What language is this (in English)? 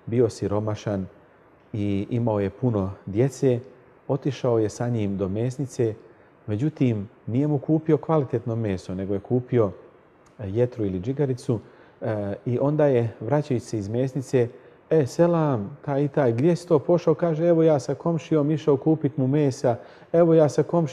Bosnian